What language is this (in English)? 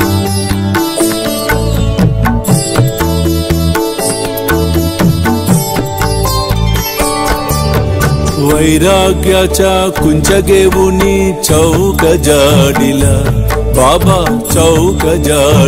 Telugu